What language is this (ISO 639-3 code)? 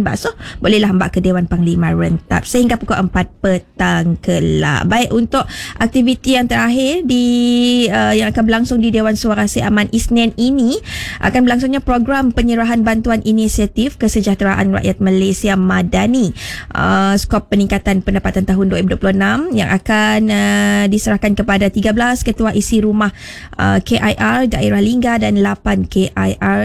msa